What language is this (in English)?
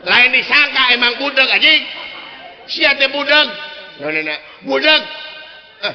Sundanese